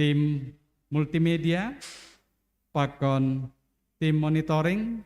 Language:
Batak Simalungun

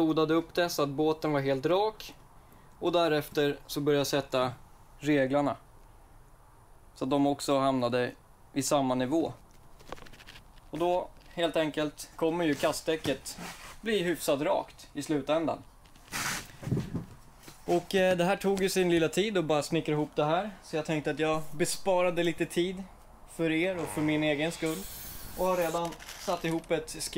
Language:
Swedish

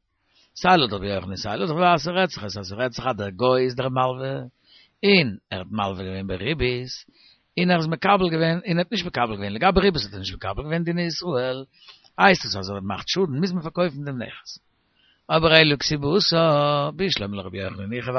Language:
Yiddish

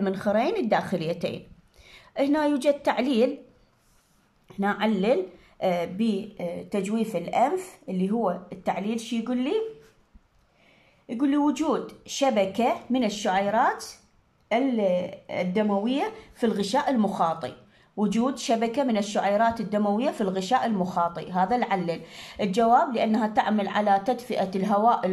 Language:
Mesopotamian Arabic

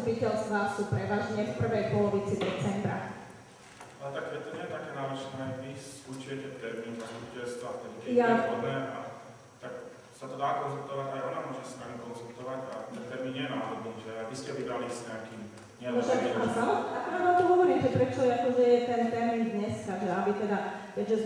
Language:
Slovak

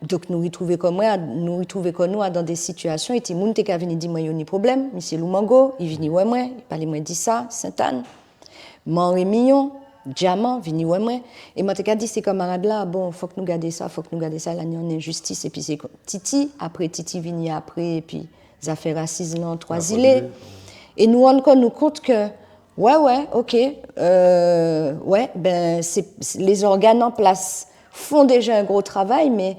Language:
Guadeloupean Creole French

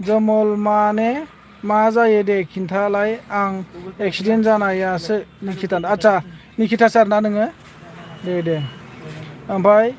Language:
Bodo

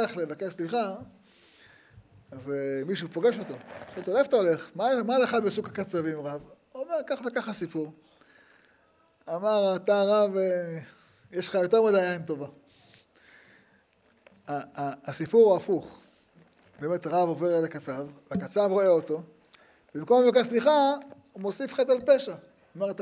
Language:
Hebrew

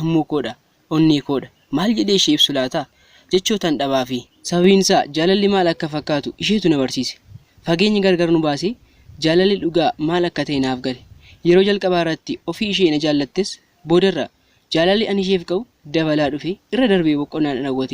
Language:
Oromo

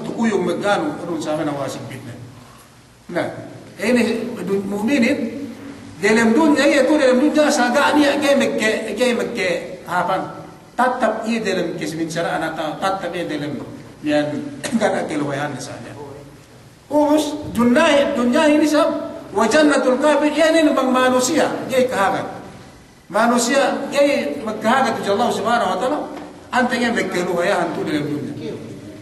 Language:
Yakan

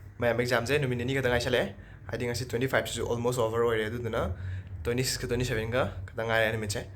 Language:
Manipuri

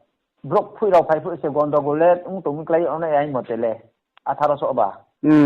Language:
Riang (India)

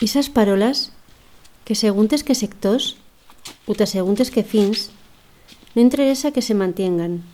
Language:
Aragonese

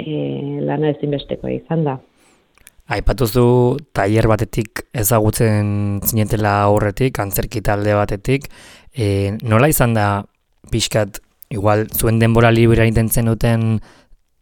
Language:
Basque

